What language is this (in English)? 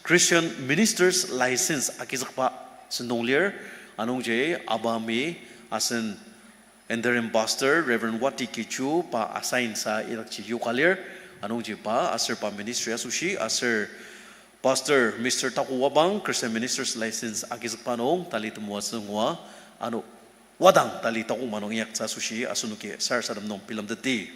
Ao Naga